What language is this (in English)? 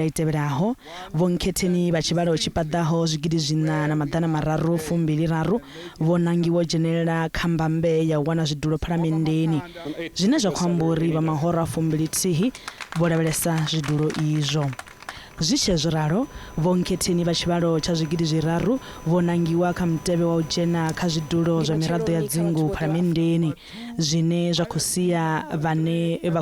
Venda